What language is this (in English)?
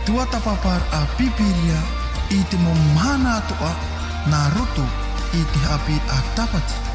Tahitian